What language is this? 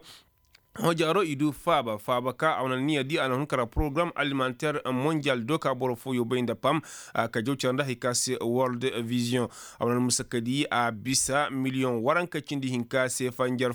Koyraboro Senni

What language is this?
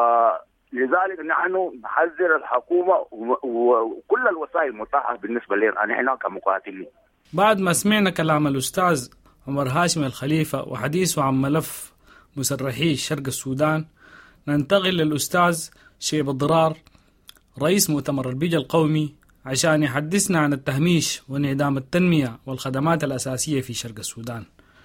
Sudanese Arabic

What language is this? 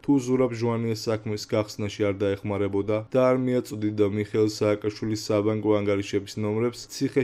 Georgian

